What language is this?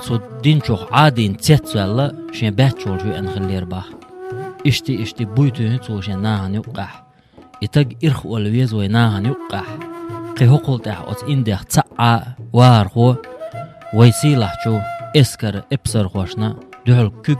Chechen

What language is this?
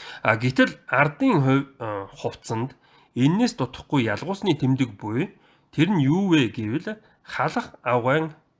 Mongolian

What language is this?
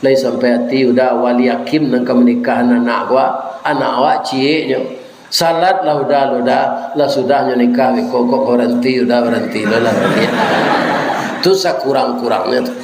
Minangkabau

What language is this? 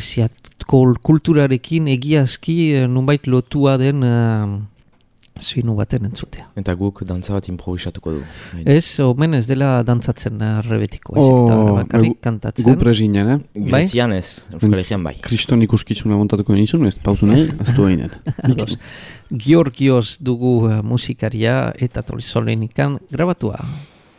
Basque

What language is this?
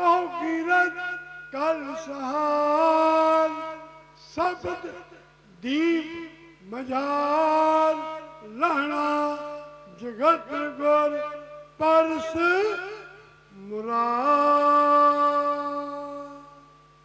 Punjabi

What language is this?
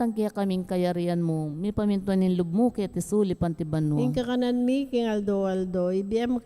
Pampanga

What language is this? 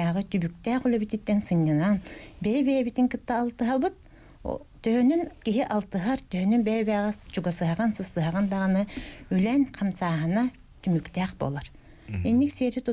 Yakut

